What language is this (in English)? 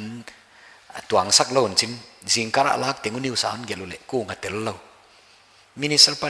Paite Chin